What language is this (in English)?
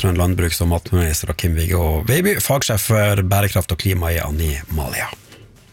Norwegian